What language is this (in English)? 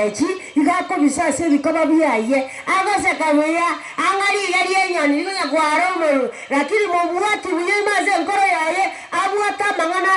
Gusii